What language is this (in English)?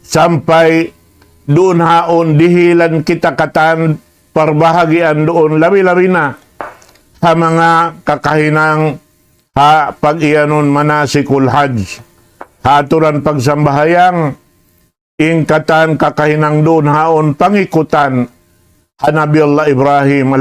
Tausug